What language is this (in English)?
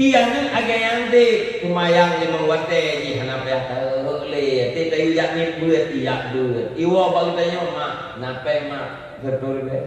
Achinese